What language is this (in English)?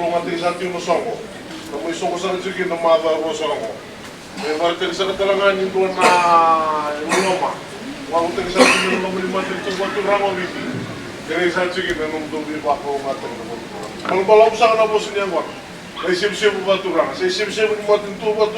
Fijian